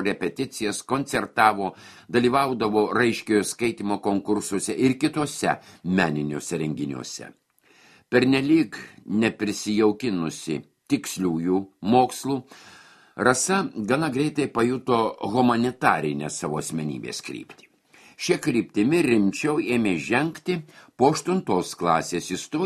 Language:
Lithuanian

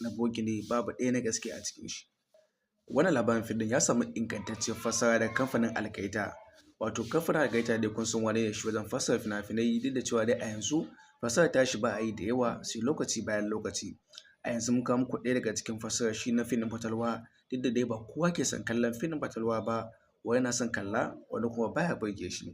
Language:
Hausa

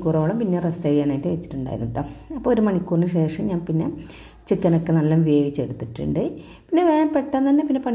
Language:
Malayalam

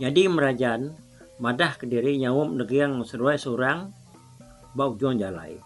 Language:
Iban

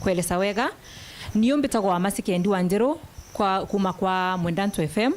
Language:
Meru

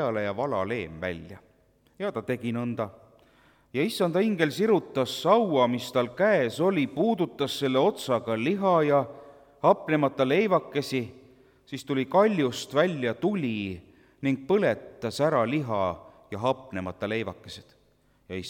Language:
Estonian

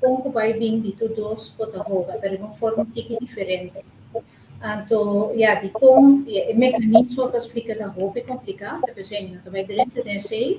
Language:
Papiamento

